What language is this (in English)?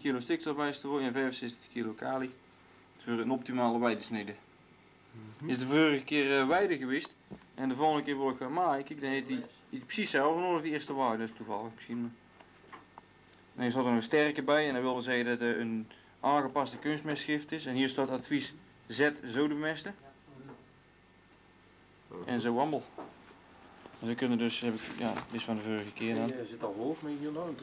Dutch